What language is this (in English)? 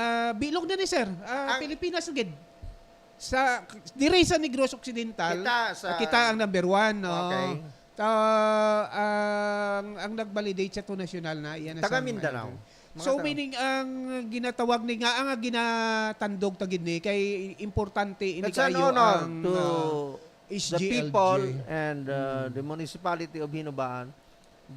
Hiligaynon